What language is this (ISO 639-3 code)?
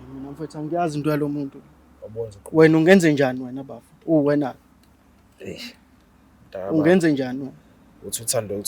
zul